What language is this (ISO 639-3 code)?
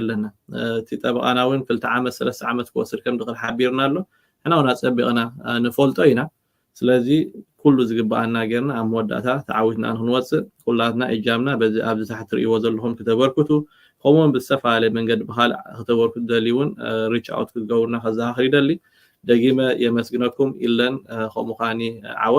tir